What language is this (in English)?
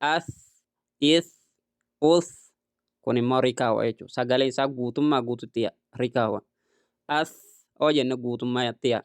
Oromo